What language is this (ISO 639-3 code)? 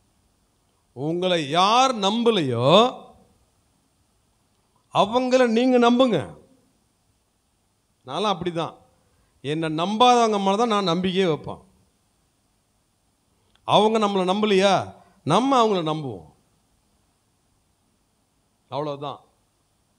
tam